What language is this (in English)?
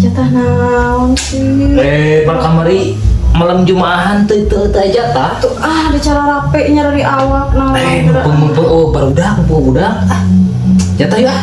Sundanese